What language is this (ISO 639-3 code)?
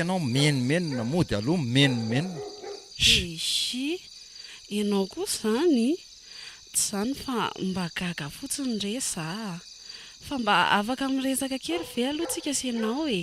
mlg